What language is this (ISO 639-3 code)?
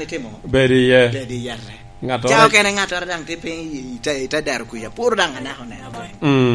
laj